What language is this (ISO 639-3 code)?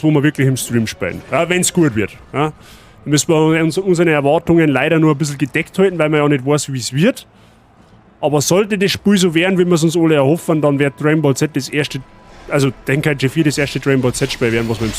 bar